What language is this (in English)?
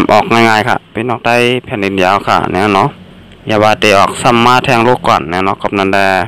Shan